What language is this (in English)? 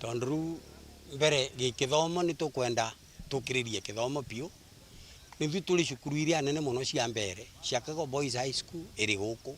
Meru